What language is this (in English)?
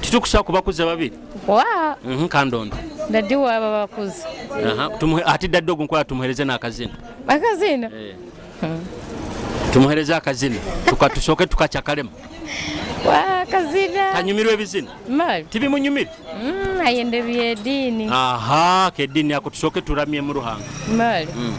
Nyoro